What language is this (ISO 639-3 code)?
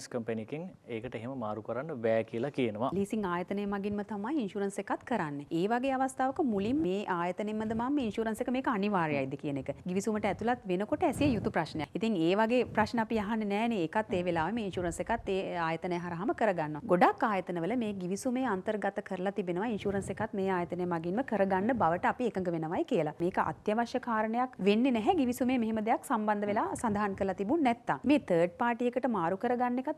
sin